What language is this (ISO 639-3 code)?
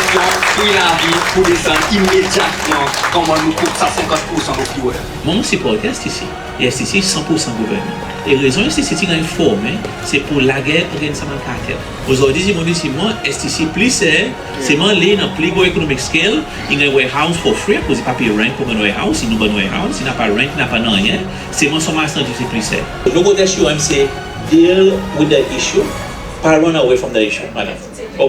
crs